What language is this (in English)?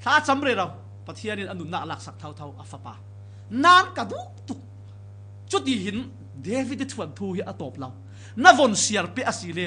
Falam Chin